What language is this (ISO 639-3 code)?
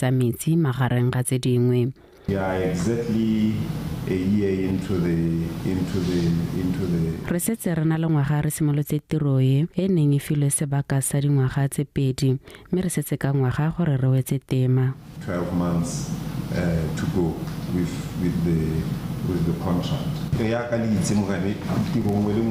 tsn